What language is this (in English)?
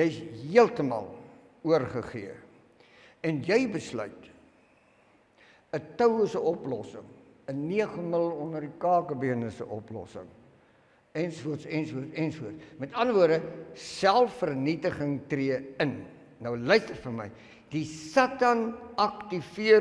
Afrikaans